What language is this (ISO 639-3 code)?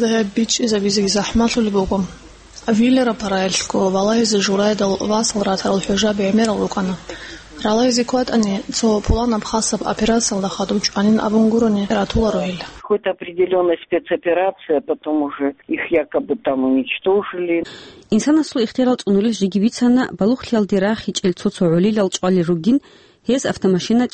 ava